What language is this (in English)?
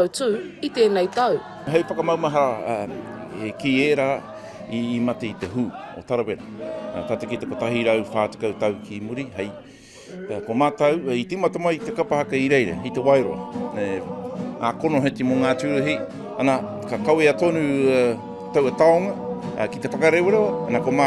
Māori